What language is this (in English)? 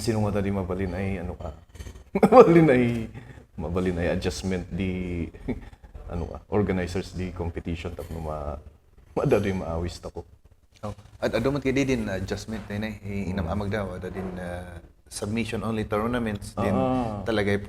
Kankanaey